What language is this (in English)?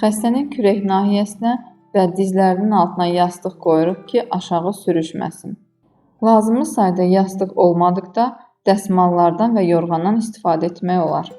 Azerbaijani